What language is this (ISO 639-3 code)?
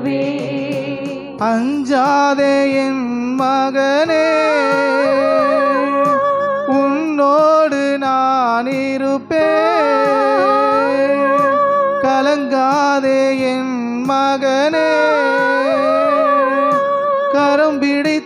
tam